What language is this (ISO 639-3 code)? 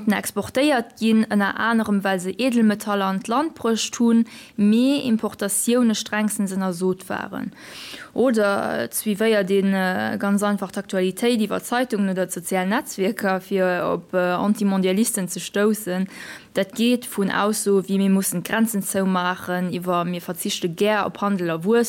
ltz